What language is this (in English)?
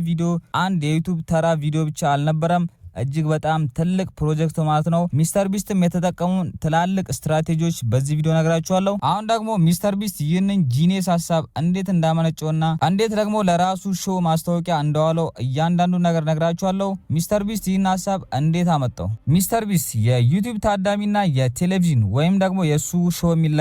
Amharic